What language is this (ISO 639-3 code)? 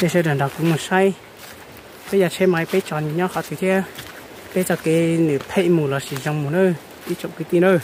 hmn